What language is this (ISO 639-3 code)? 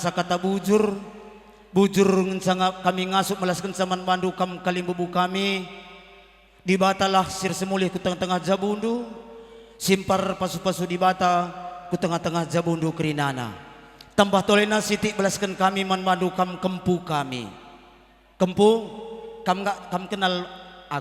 btx